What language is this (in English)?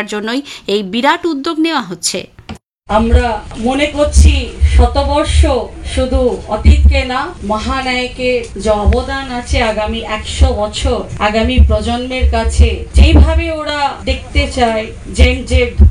Bangla